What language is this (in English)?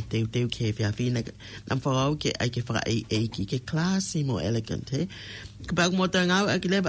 Tongan